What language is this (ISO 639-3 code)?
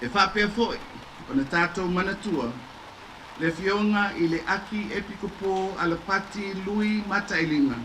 smo